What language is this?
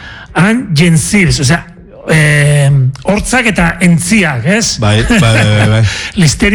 Basque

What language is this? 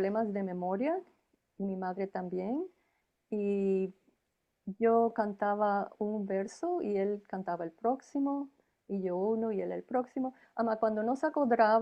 Ladino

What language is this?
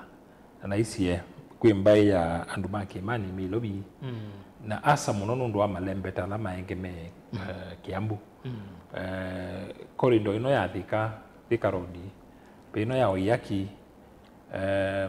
Kamba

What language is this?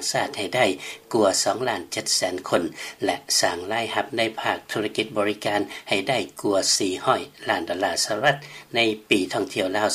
Lao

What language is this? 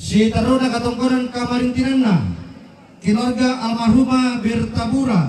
Toraja-Sa'dan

